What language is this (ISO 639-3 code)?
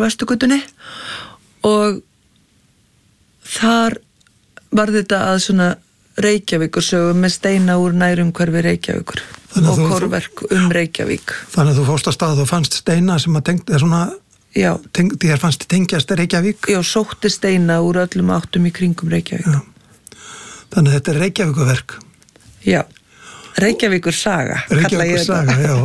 isl